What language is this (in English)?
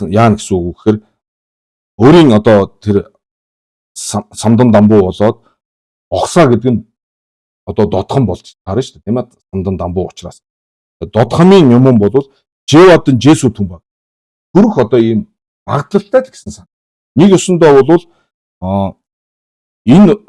Mongolian